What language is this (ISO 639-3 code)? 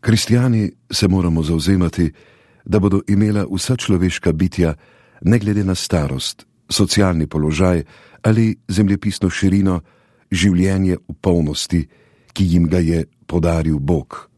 slv